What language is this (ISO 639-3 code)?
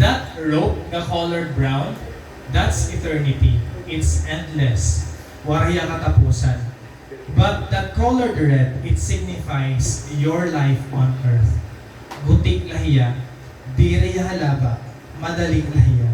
war